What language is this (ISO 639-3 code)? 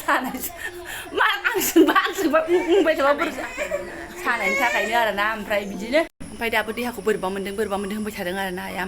brx